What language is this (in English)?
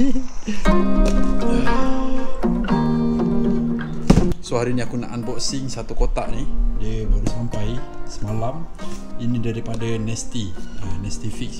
Malay